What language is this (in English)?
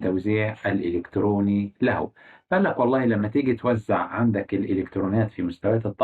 Egyptian Arabic